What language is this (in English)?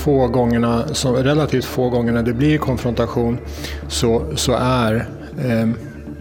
Swedish